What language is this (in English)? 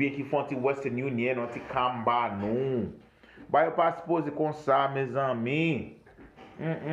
Haitian Creole